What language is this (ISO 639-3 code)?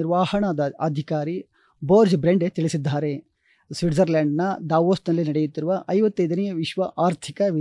kan